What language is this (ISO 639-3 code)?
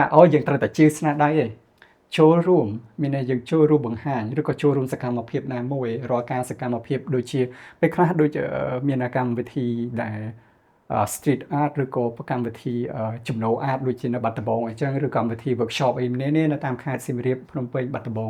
khm